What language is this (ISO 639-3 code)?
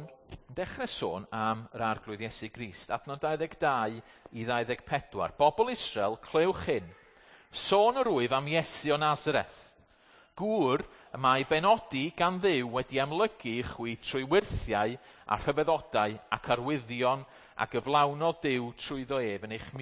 cym